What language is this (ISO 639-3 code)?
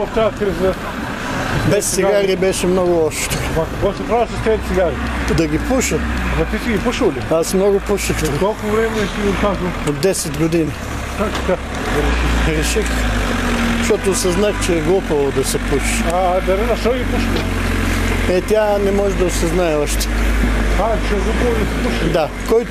bul